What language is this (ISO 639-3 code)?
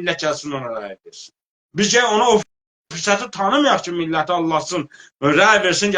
azb